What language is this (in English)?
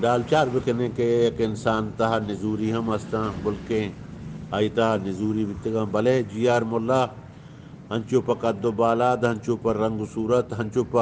Eastern Balochi